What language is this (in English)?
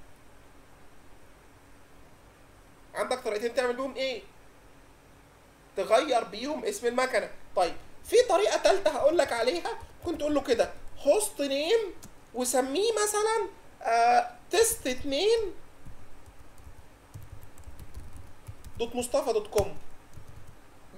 Egyptian Arabic